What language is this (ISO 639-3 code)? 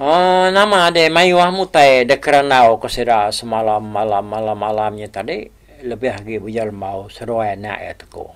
iba